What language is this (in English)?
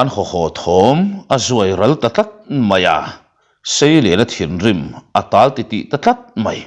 Mizo